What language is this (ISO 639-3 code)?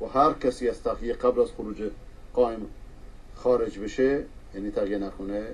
fas